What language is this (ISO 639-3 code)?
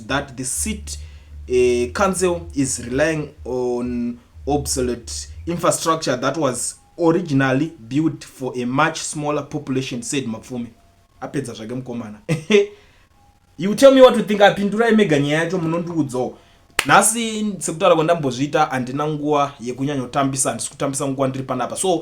sna